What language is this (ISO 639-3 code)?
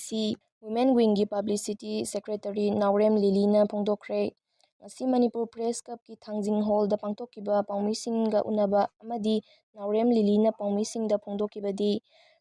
mni